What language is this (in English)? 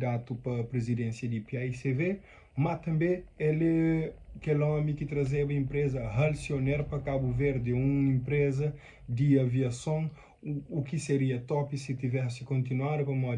Kabuverdianu